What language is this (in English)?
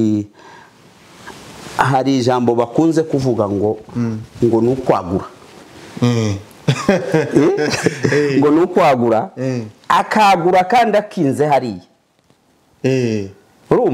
Kinyarwanda